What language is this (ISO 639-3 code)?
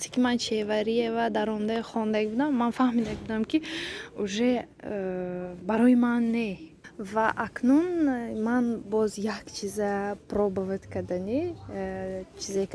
tgk